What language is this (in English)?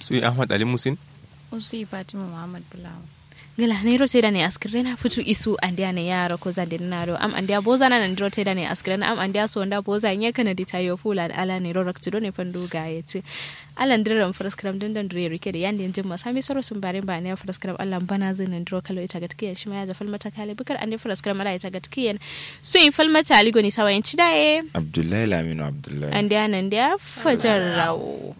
Kanuri